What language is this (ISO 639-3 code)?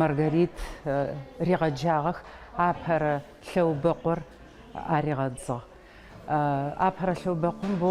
ady